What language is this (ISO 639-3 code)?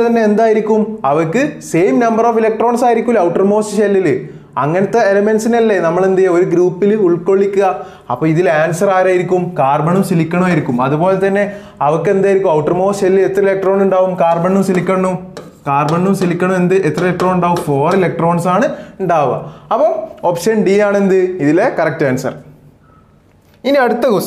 mal